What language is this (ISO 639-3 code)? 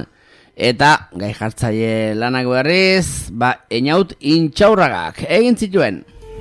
eus